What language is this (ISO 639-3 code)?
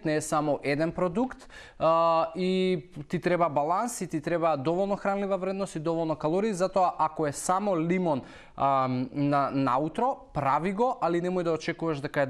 mkd